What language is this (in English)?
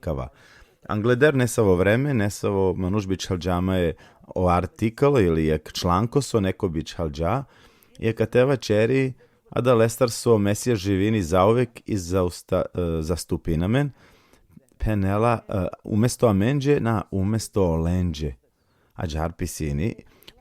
Balkan Romani